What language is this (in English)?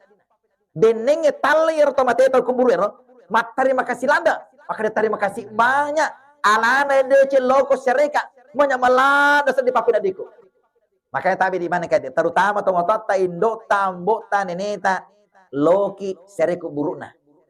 Buginese